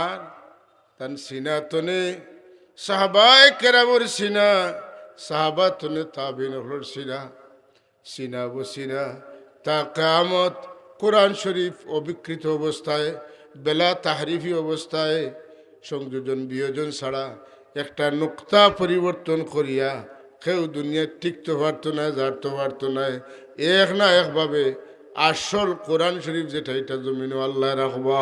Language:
Sylheti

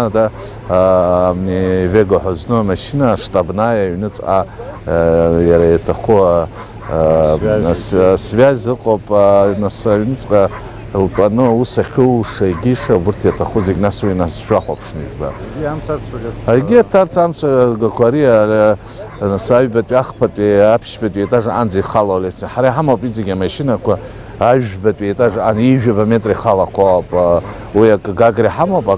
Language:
Abkhazian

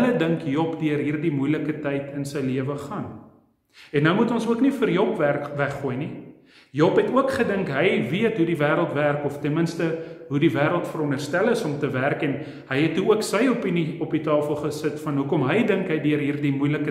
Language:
Afrikaans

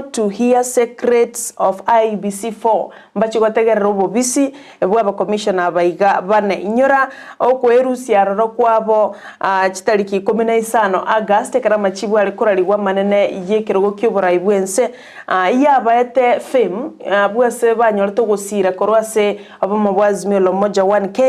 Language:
Gusii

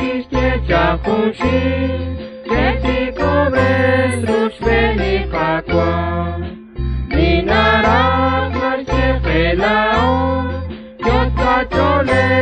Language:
Kekchí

